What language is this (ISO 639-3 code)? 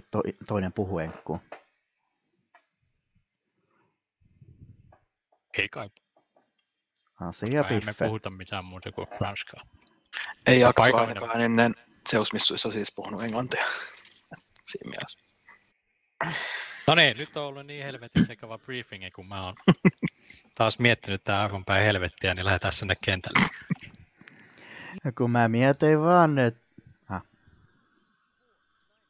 fin